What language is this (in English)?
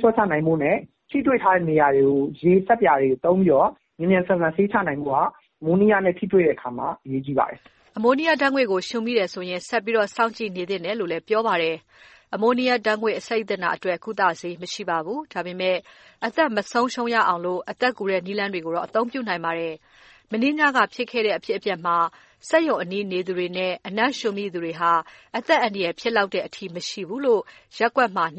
Burmese